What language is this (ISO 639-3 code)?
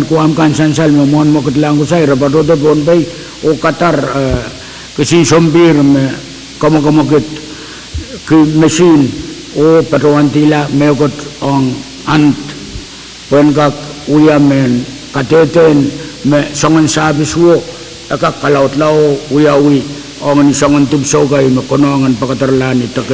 pon